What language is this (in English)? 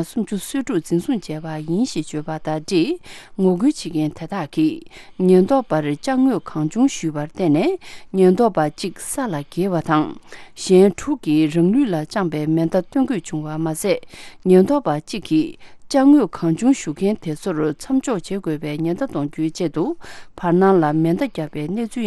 Tibetan